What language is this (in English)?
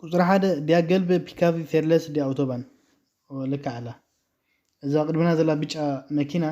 Tigrinya